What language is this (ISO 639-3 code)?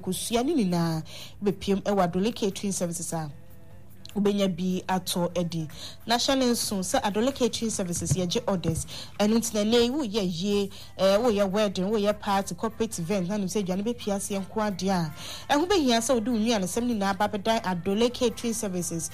aka